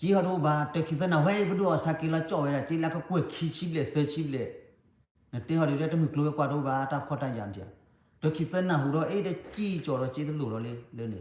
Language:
S'gaw Karen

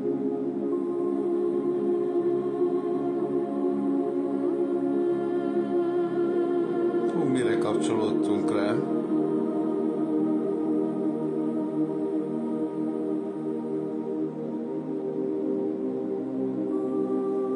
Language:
Hungarian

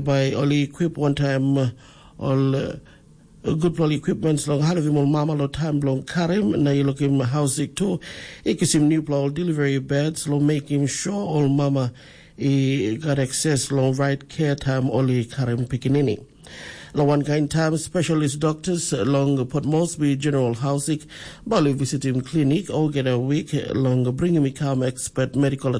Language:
Tok Pisin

